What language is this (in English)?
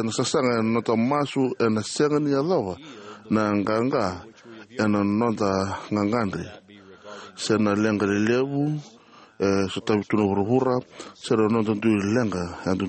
Fijian